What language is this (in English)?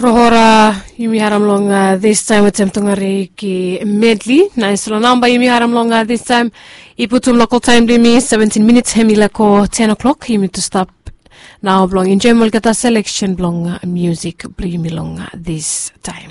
Bislama